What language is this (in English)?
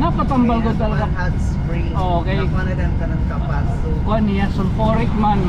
Waray